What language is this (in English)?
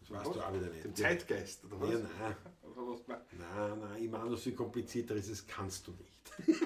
Bavarian